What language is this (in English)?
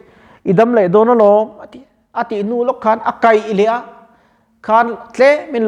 Mizo